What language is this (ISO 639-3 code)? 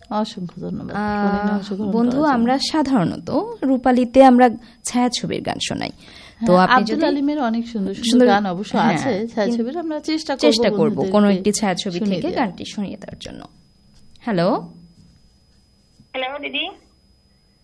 ben